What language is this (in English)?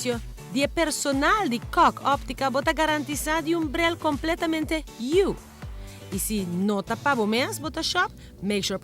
Papiamento